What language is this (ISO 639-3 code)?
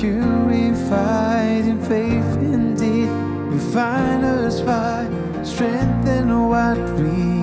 mfe